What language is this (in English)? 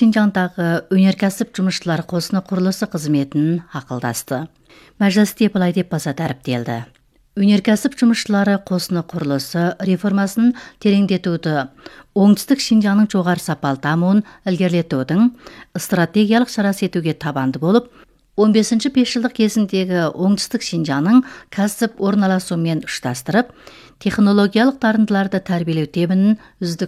Kazakh